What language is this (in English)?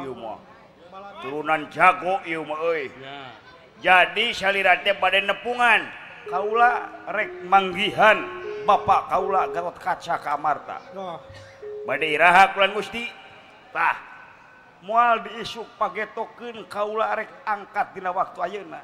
Sundanese